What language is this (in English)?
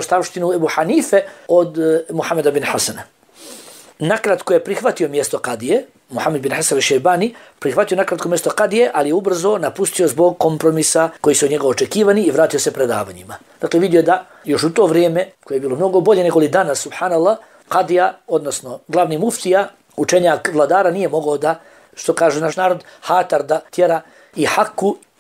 Bosnian